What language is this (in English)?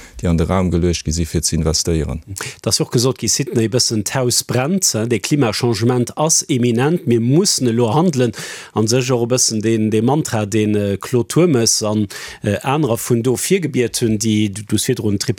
Luxembourgish